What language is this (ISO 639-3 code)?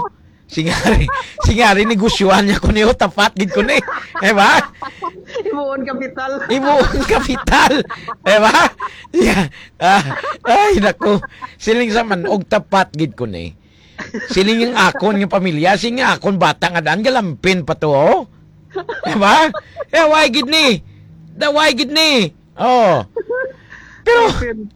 hil